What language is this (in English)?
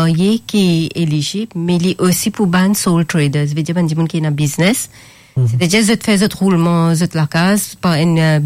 Morisyen